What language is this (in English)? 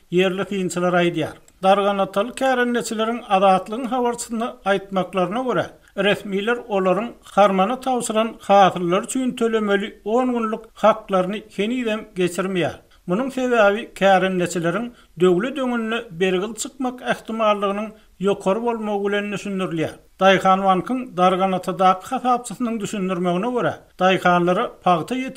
Turkmen